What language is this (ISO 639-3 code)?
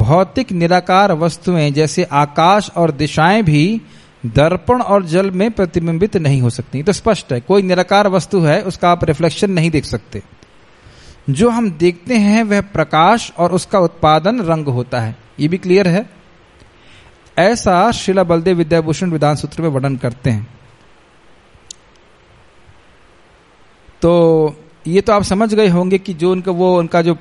hin